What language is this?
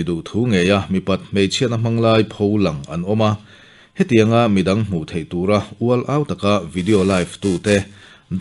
Mizo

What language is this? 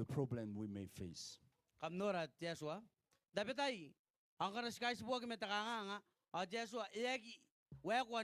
Gilbertese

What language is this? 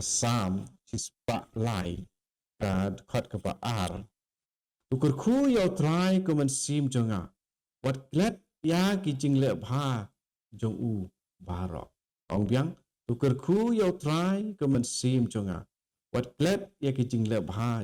Khasi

